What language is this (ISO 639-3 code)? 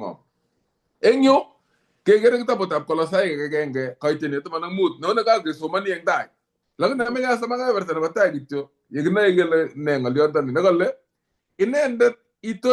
kln